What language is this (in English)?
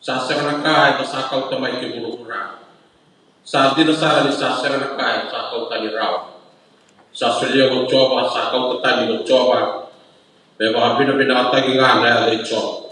Fijian